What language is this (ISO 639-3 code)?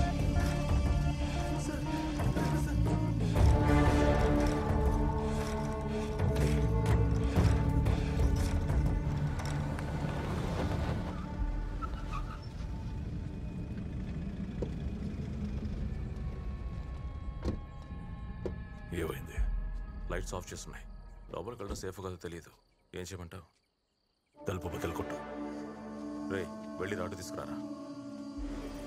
tel